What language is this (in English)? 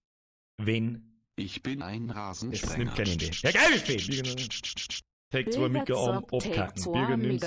Bavarian